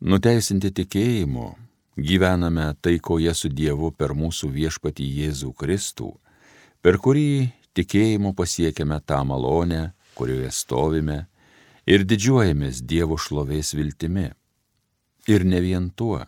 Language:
Lithuanian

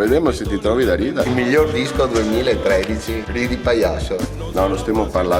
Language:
Venetian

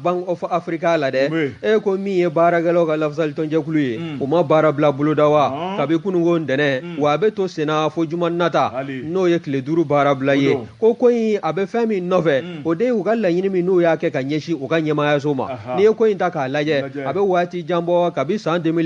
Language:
Bambara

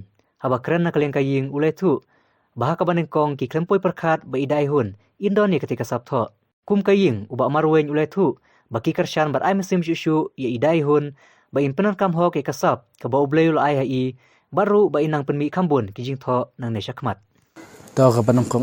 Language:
Khasi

